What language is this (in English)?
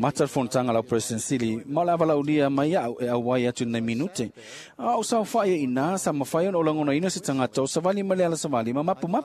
Samoan